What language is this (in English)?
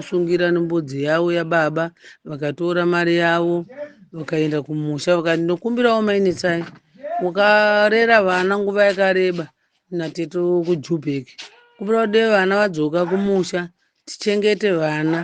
Shona